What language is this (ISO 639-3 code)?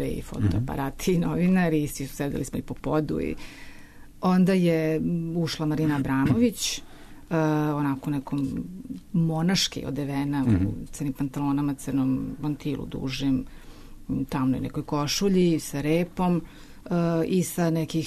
srp